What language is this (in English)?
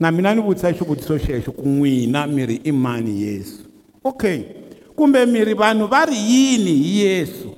Tsonga